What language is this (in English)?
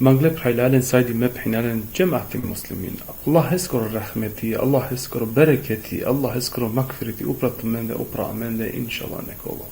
Balkan Romani